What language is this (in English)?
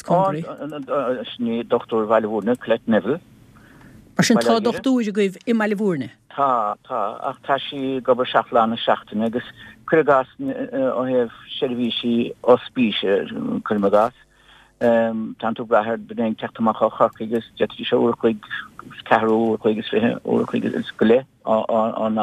Irish